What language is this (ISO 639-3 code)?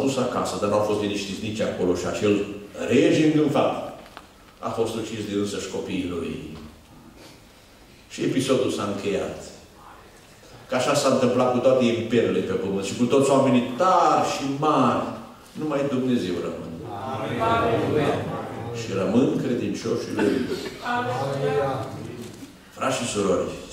ron